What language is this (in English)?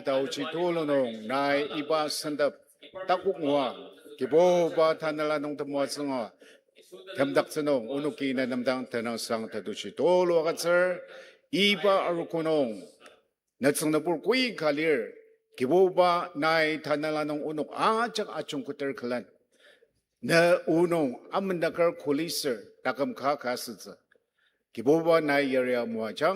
Ao Naga